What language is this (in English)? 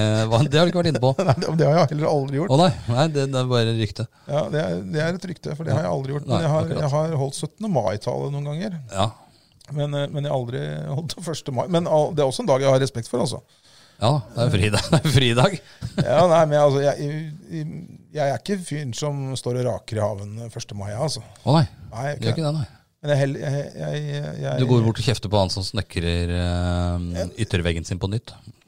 Norwegian